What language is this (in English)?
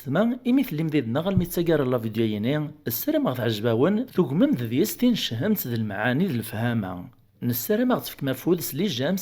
Kabyle